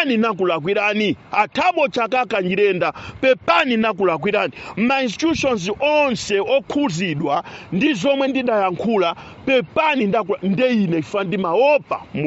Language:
Nyanja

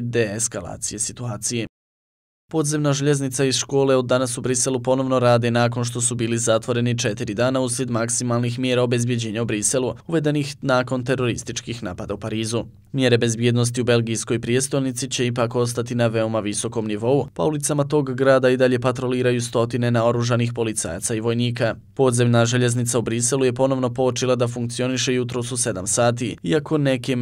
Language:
Bosnian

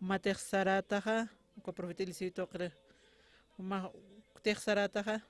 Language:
Aymara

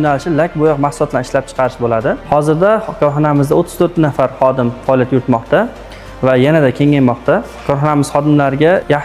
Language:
Uzbek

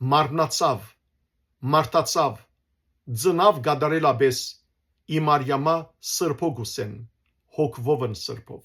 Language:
Western Armenian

